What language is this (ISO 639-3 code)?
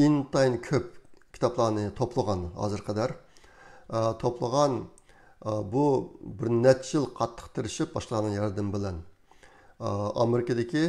uig